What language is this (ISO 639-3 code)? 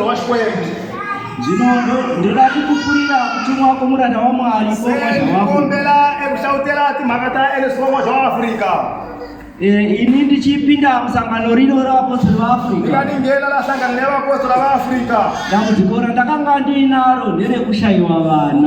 sna